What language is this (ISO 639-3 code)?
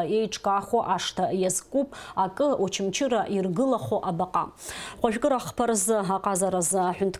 abk